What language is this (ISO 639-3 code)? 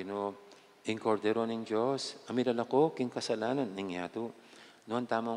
pam